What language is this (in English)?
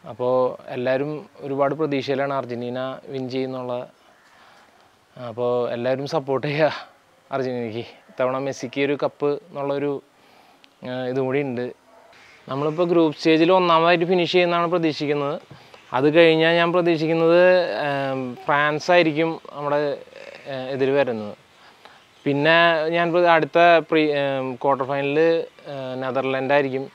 Malayalam